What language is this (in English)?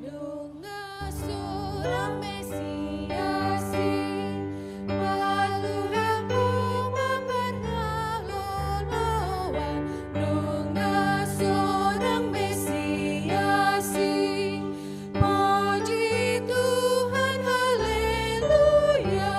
Batak Toba